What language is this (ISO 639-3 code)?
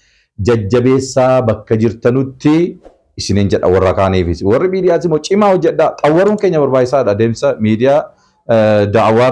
orm